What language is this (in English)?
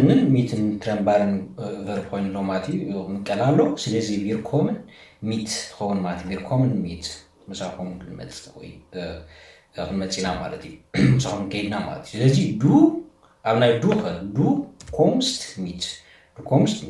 Tigrinya